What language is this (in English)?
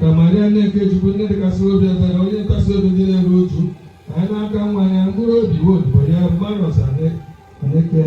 Igbo